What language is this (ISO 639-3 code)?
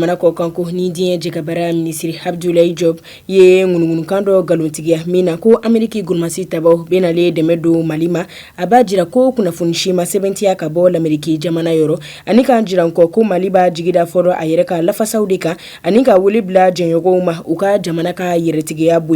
bam